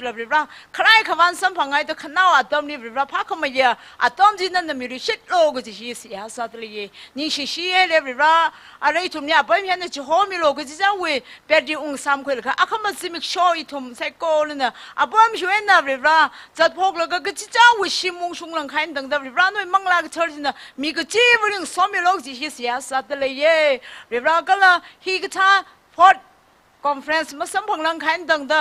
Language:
Tangkhul Naga (India)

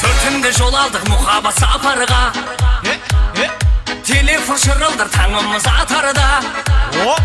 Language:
Kara-Kalpak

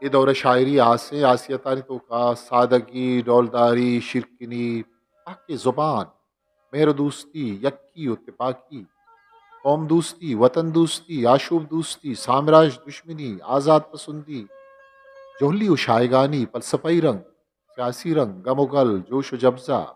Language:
Eastern Balochi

